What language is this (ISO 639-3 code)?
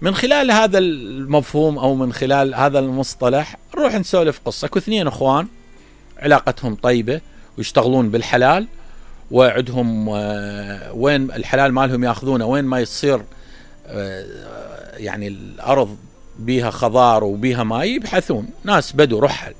acm